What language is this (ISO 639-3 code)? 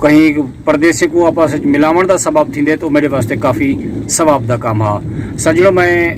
skr